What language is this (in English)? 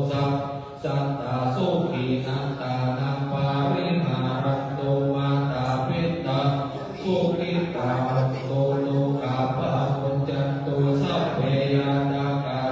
Pali